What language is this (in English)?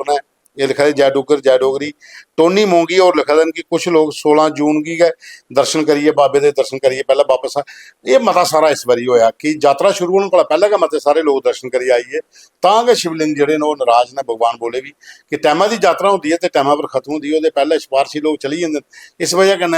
Dogri